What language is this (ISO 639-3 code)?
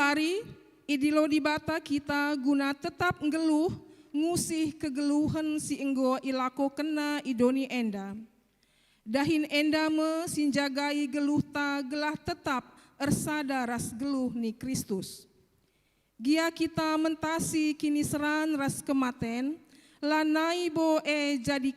btx